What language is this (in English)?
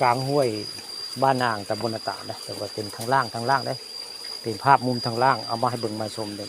Northeastern Thai